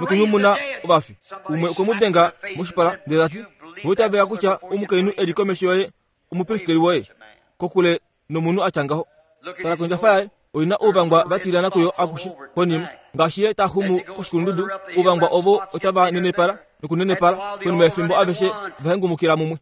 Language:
Kuanyama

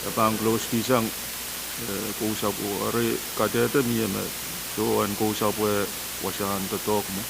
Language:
Pohnpeian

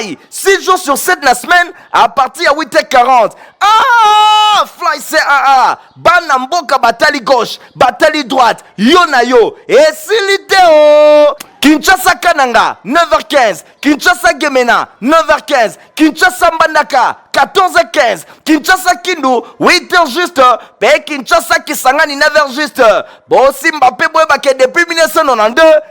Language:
Lingala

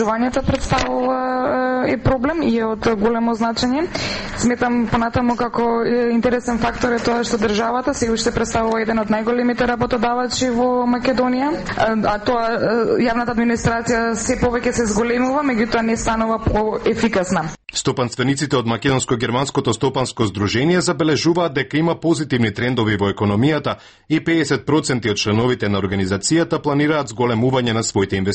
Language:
Macedonian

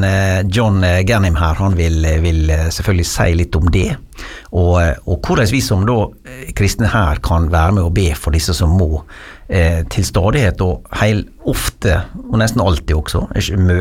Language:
Norwegian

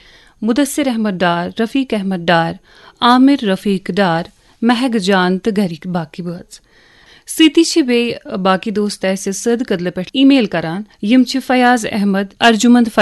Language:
Kashmiri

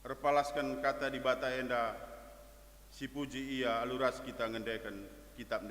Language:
Batak Karo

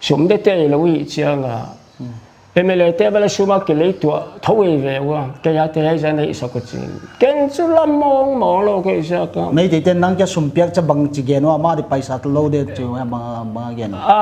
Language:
Paite Chin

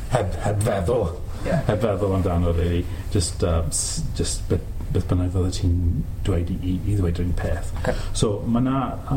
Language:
Welsh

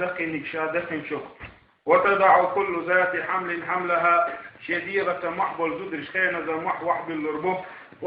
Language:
Chechen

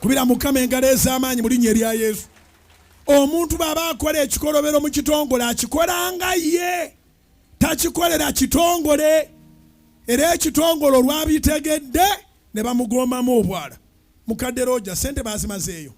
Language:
Ganda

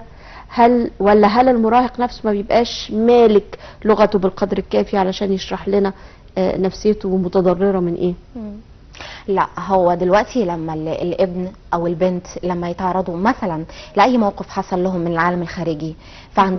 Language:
Egyptian Arabic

